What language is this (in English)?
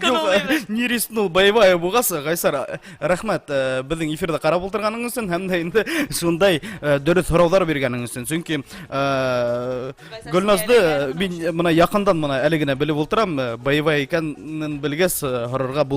Bashkir